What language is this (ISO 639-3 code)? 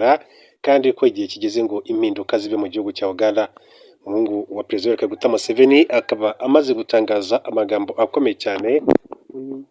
kin